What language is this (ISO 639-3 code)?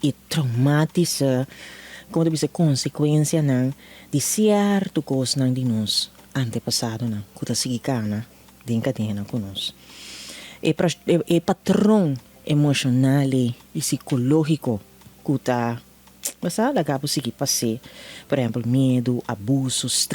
pap